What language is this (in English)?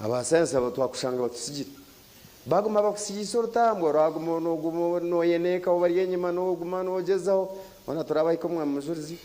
Nyankole